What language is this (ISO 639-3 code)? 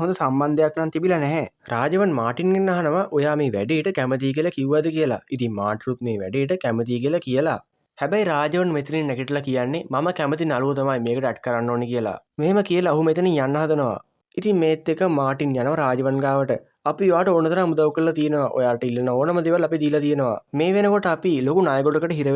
sin